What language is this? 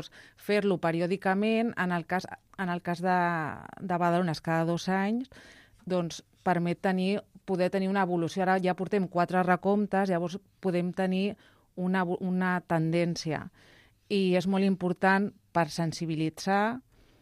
Catalan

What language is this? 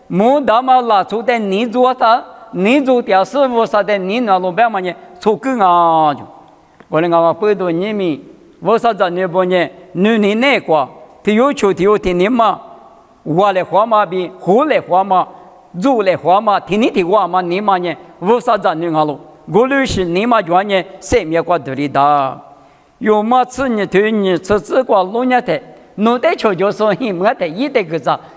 Lisu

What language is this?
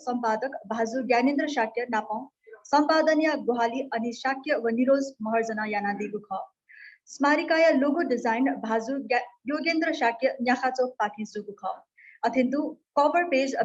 Newari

